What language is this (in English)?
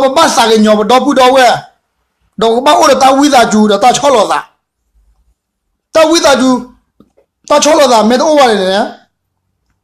S'gaw Karen